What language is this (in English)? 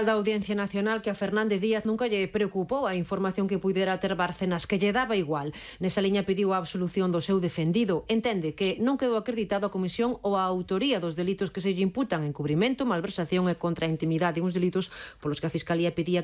Galician